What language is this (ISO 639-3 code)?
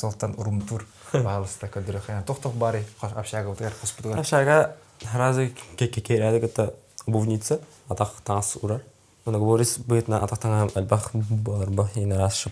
sah